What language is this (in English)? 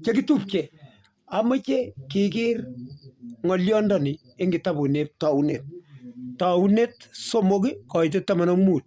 Kalenjin